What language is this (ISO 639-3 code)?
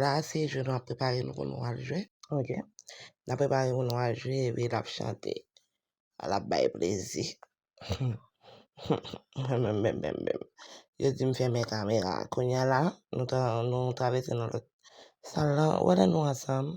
hat